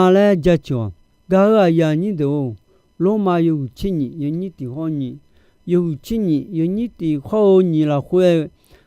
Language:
Akha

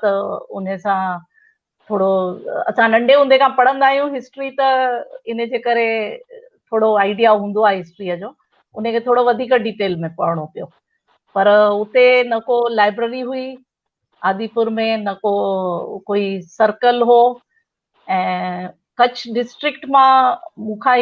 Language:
Sindhi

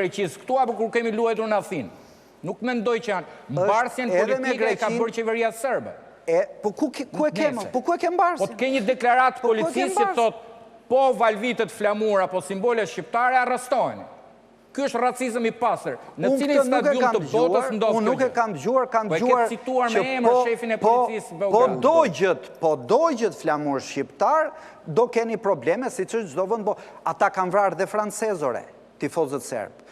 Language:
Albanian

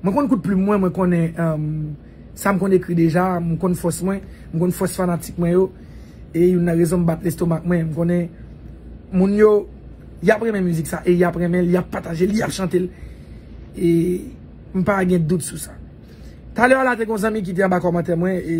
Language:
Haitian Creole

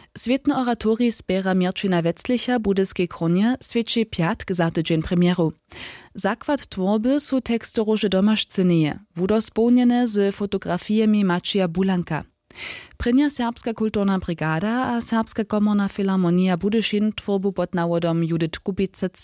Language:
Upper Sorbian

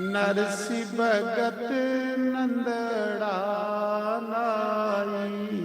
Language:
Dogri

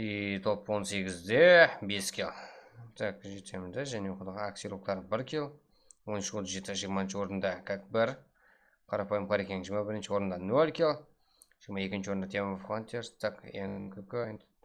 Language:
Kara-Kalpak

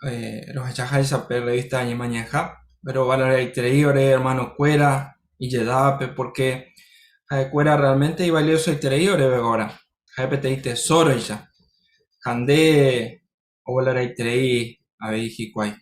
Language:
Guarani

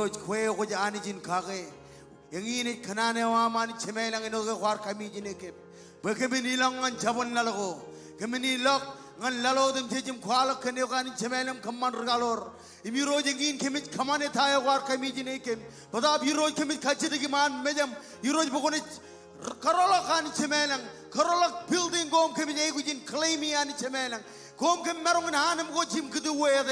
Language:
Marshallese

